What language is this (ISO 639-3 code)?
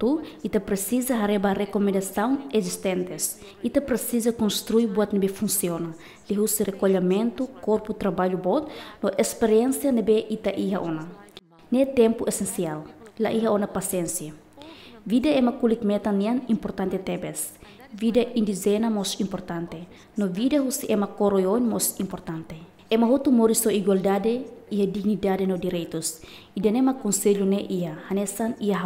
tet